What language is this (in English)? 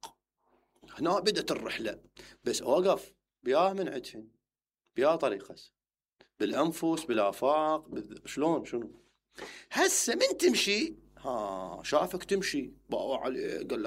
Mesopotamian Arabic